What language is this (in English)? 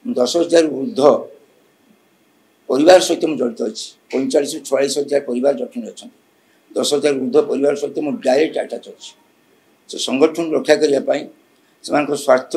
Odia